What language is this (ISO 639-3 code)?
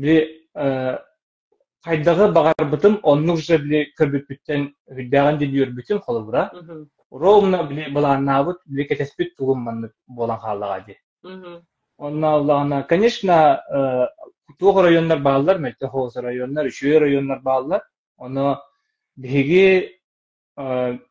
sah